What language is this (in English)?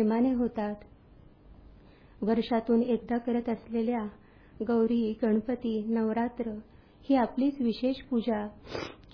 Marathi